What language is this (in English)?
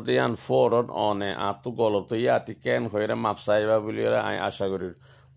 Rohingya